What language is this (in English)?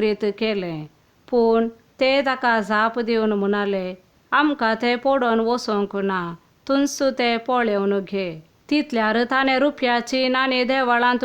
Konkani